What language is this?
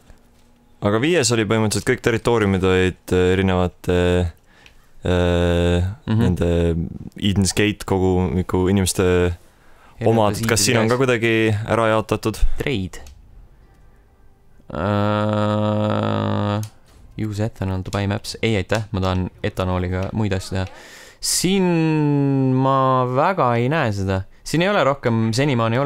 Estonian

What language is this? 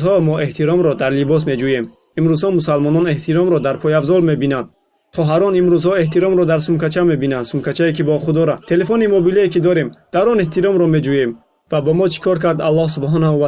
Tajik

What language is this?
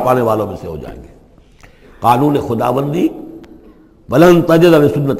Urdu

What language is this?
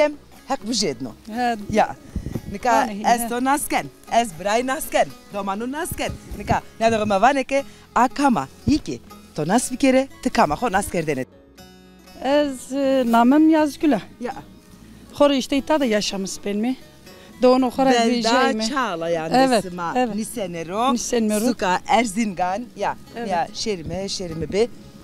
Zaza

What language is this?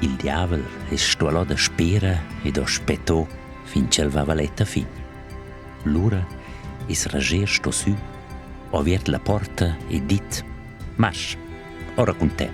Romansh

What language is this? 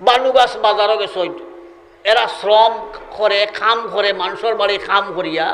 Sylheti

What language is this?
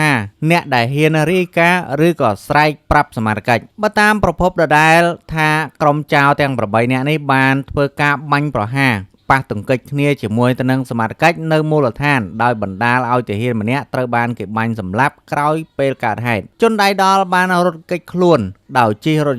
Khmer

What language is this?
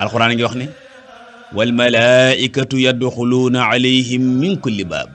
Wolof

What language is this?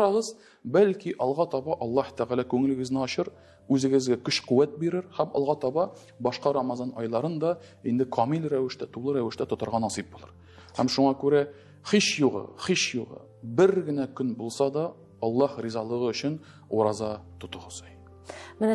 Tatar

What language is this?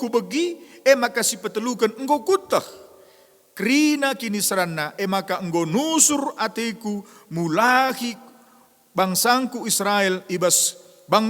Batak Karo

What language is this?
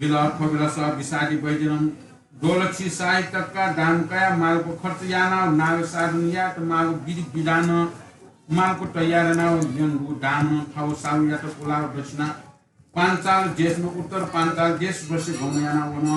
Newari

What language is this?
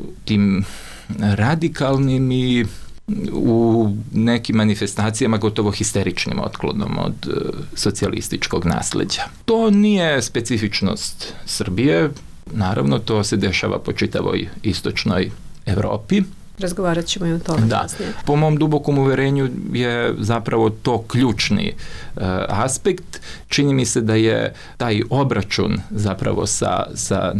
Serbian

